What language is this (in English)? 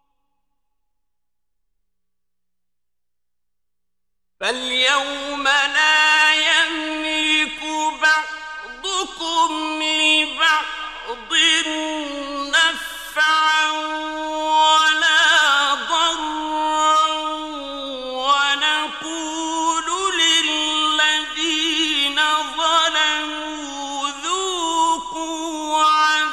Arabic